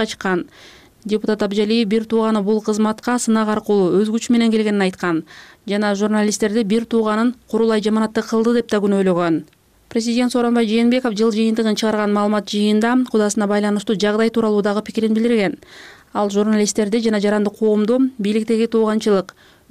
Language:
Kyrgyz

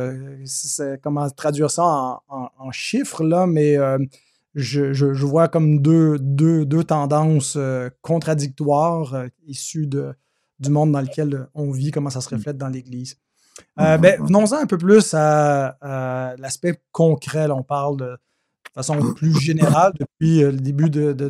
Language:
French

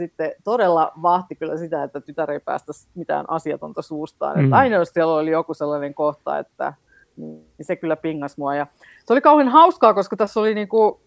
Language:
Finnish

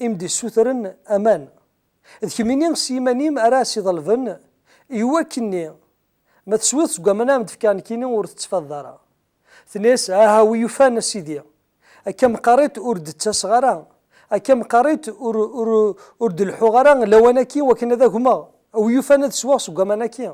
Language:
Kabyle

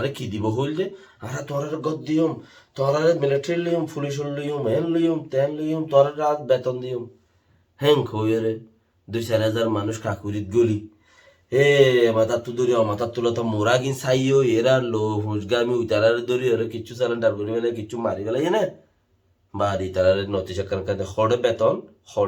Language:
Rohingya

